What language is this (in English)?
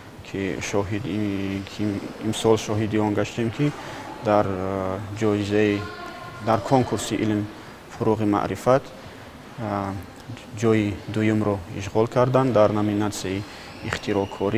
Tajik